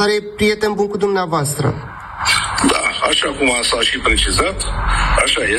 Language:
Romanian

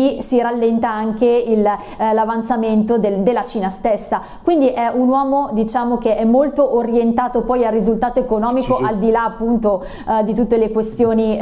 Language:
Italian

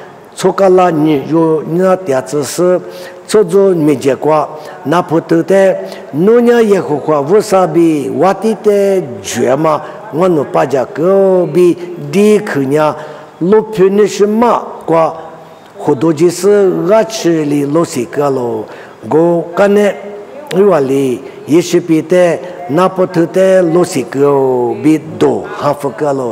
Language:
Lisu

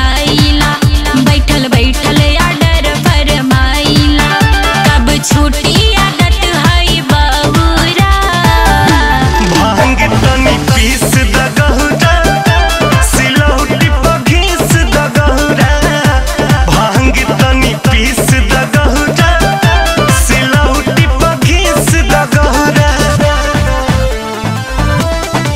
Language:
Bhojpuri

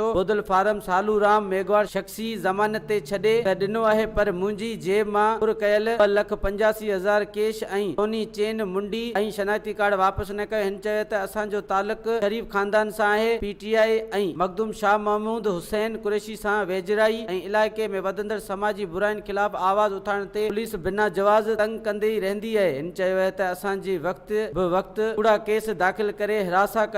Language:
Sindhi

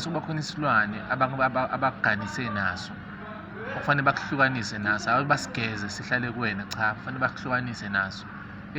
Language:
Zulu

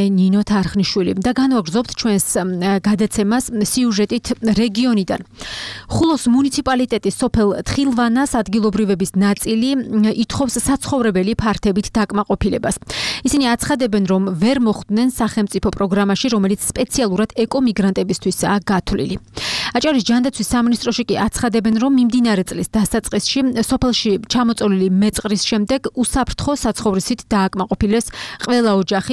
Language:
Georgian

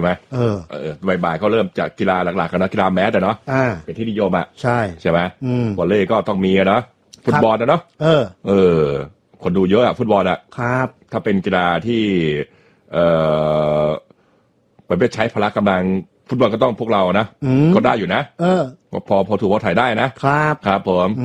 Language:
Thai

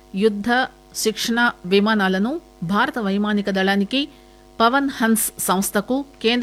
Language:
Telugu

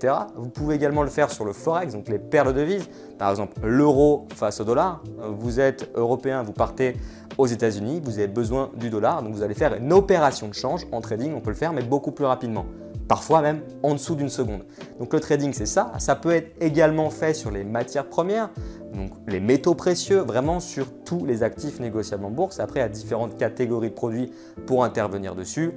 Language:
French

